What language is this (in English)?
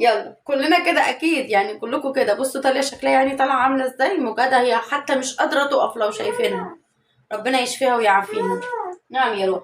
Egyptian Arabic